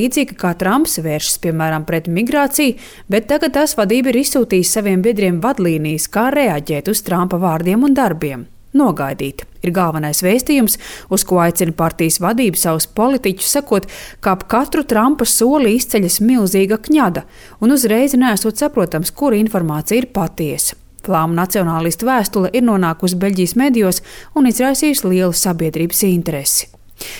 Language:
Latvian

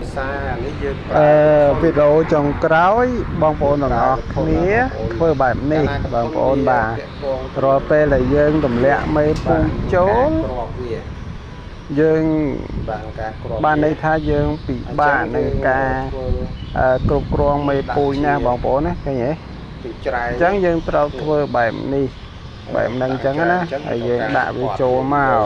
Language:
Khmer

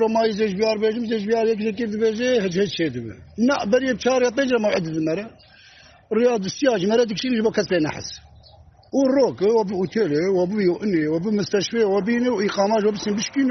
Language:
Kurdish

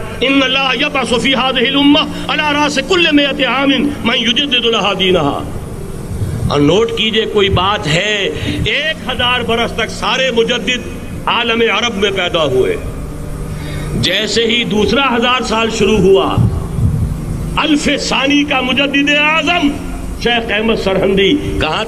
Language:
Urdu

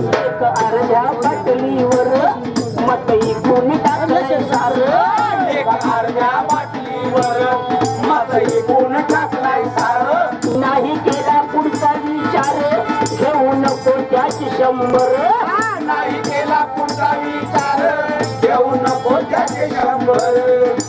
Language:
Marathi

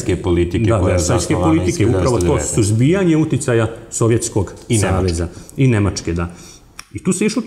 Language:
Serbian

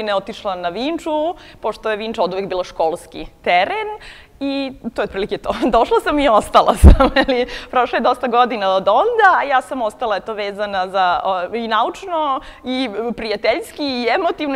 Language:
Serbian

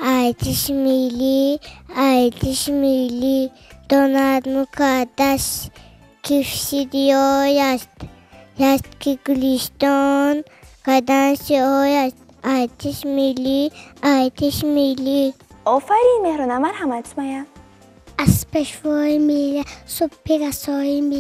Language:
Tajik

